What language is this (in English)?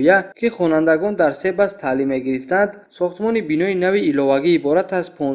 Tajik